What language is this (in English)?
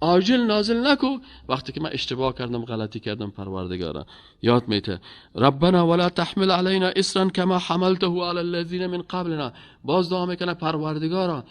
Persian